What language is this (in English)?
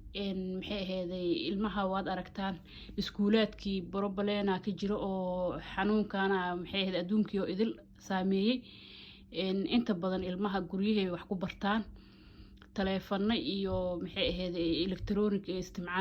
Somali